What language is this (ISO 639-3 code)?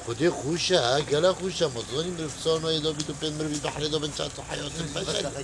kur